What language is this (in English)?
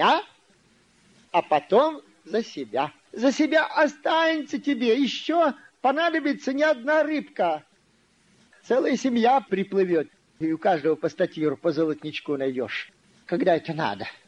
Russian